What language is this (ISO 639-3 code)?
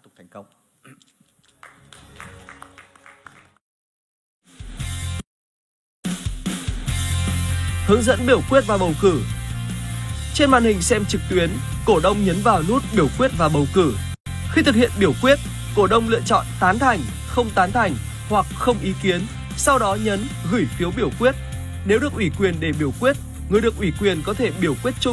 vie